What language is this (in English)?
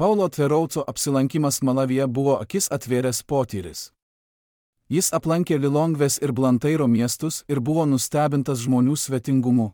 Lithuanian